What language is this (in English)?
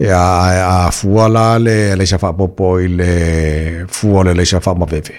Samoan